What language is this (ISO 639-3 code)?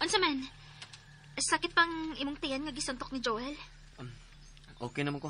ceb